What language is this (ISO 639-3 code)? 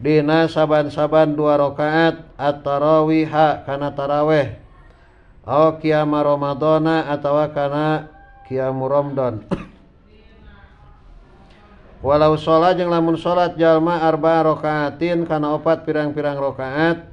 sun